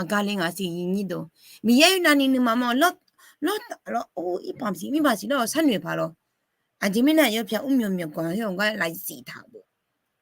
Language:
Akha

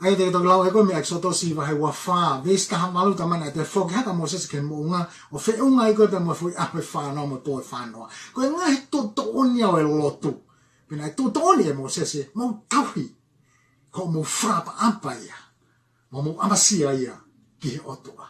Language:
Tongan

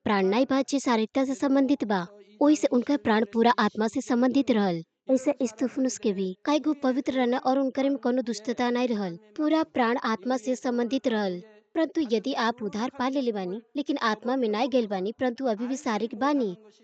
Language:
Bhojpuri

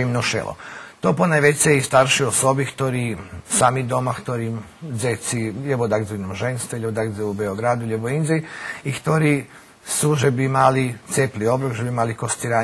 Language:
Rusyn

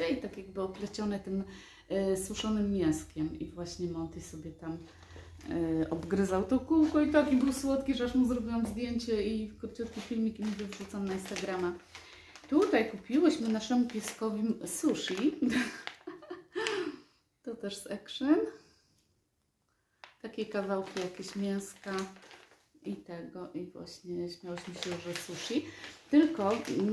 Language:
Polish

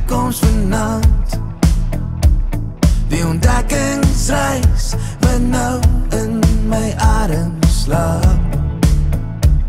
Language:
Afrikaans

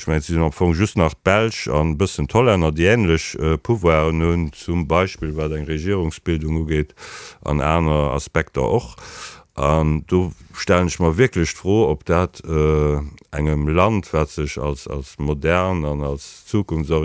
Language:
Luxembourgish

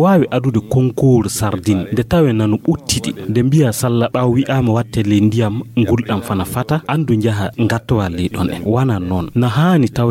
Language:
Fula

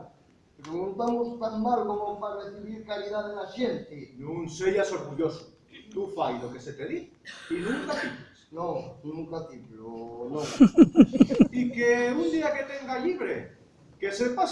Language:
Asturian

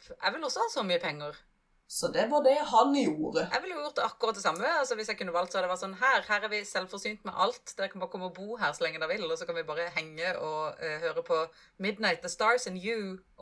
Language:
Norwegian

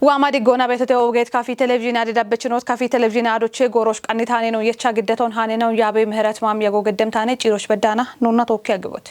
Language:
Kafa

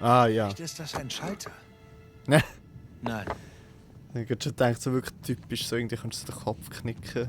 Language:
Swiss German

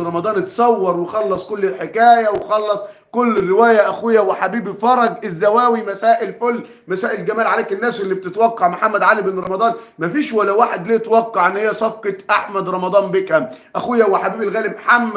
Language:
Egyptian Arabic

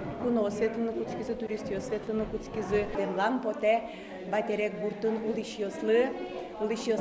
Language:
Udmurt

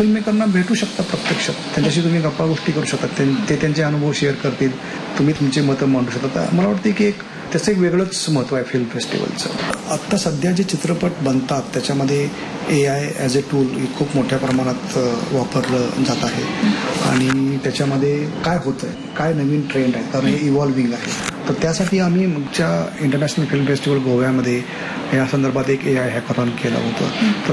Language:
Marathi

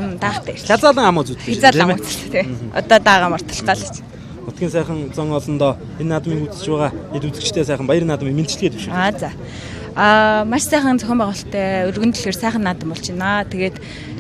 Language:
Mongolian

